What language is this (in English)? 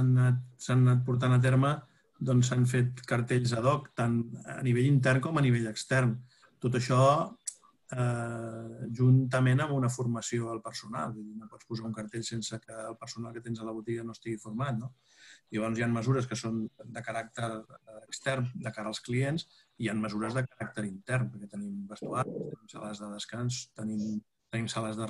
Catalan